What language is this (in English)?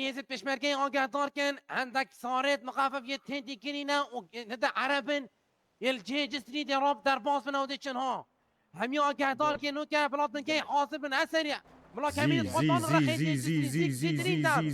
Kurdish